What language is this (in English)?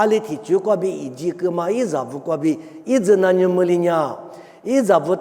Lisu